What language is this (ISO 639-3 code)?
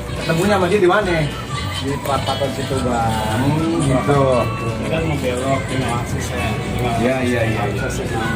bew